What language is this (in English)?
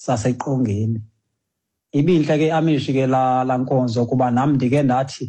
Xhosa